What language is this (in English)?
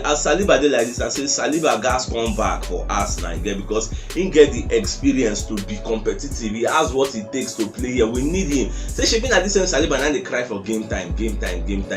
Nigerian Pidgin